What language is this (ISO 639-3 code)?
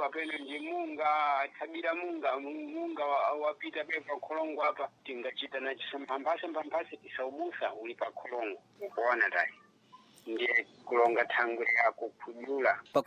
seh